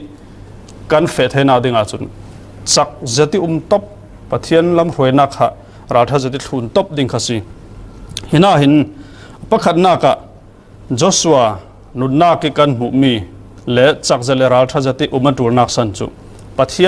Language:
Falam Chin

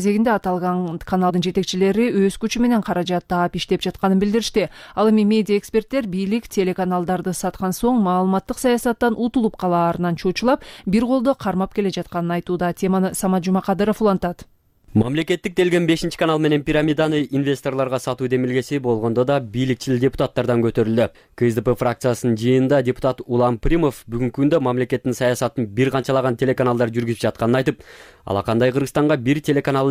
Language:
Kyrgyz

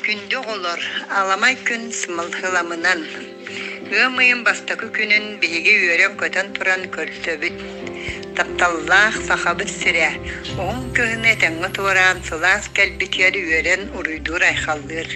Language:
Yakut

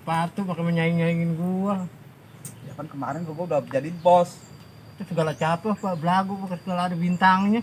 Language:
Betawi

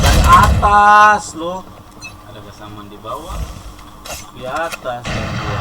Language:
Ambonese Malay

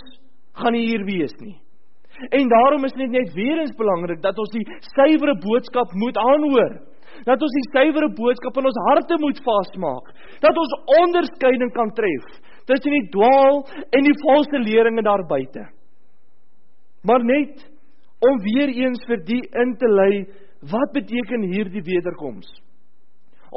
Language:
Afrikaans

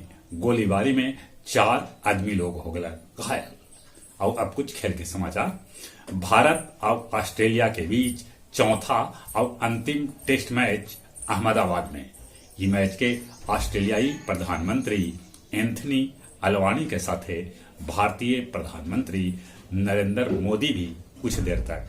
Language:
Magahi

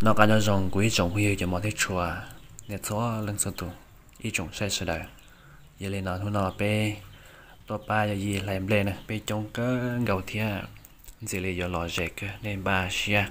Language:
Hmong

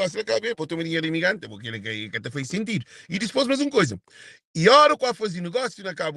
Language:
Kabuverdianu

